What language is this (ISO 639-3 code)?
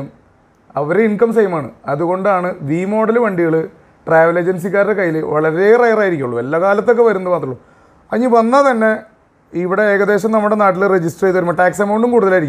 mal